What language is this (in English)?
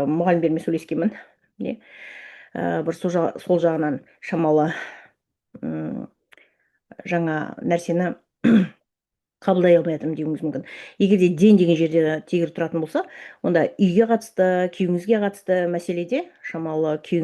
Kazakh